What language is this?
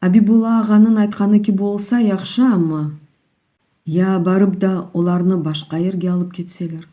Crimean Tatar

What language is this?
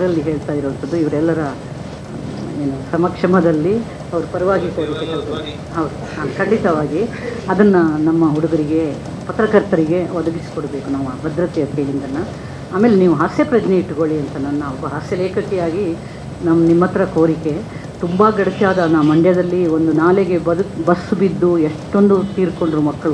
Kannada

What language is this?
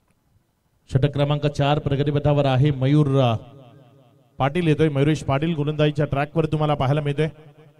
Marathi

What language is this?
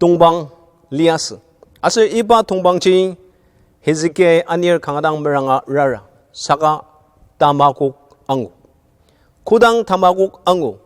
Ao Naga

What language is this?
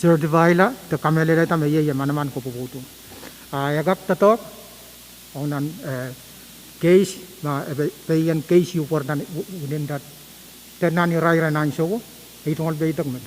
Pohnpeian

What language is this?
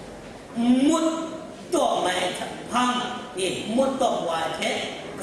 Kachin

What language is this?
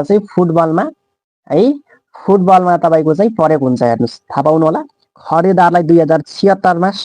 Nepali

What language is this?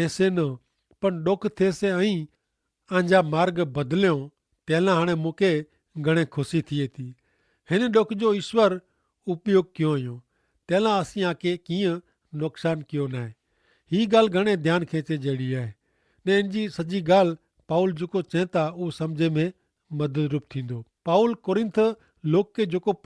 Kachhi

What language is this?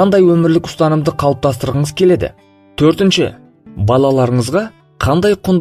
Kazakh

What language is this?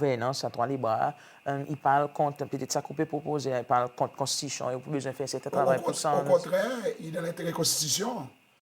Seselwa Creole French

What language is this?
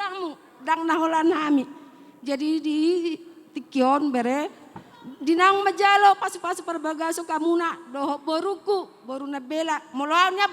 Batak Toba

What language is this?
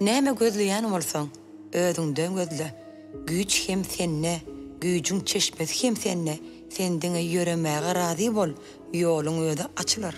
Turkmen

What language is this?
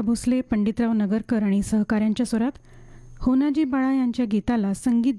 Marathi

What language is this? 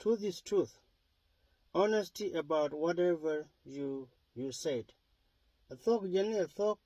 Nuer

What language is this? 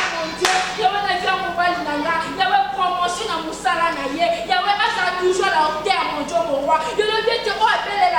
Lingala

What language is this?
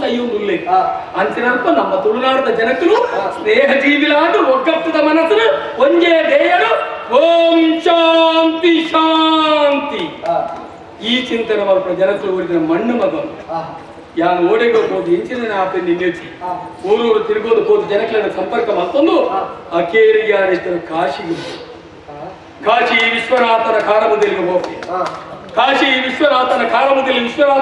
Tulu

